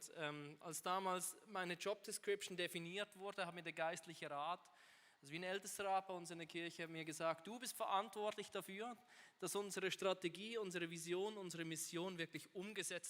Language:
Swiss German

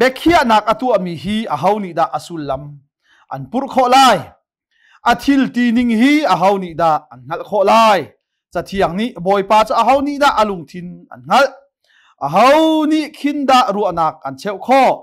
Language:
Hakha Chin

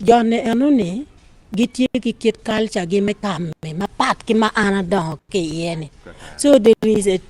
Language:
Acoli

